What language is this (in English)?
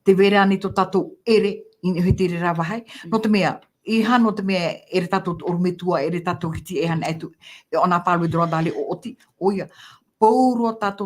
Tahitian